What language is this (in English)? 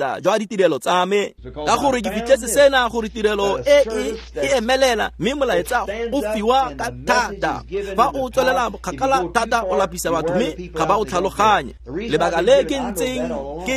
Tswana